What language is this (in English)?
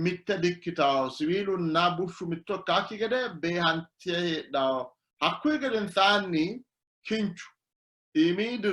Sidamo